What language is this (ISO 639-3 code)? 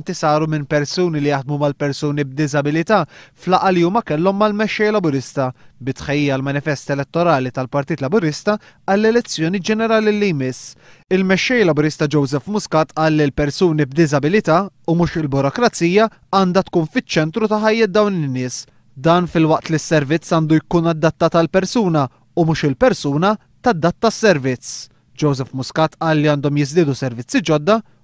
mlt